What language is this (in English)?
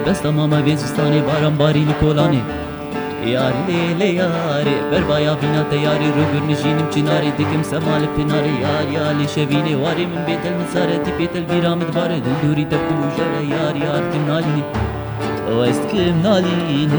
Kurdish